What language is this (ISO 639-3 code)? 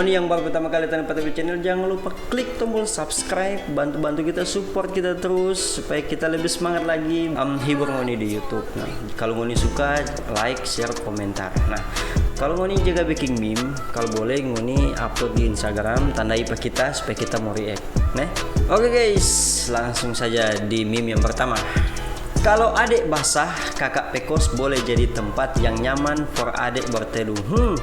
xmm